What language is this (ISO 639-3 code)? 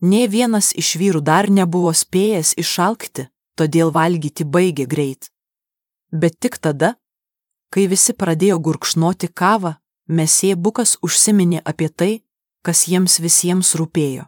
lit